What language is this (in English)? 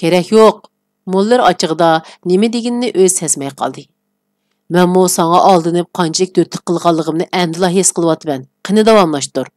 Uyghur